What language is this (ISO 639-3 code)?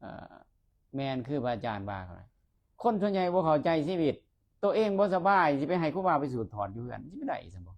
lao